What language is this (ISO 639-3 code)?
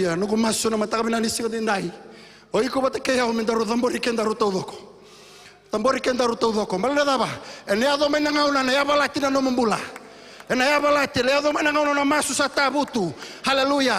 fij